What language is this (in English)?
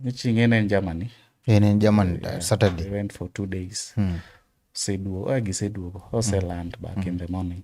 Luo (Kenya and Tanzania)